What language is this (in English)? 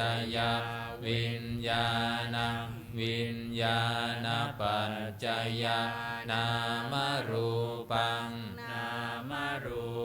Pali